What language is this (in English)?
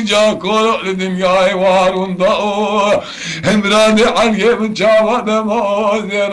Kurdish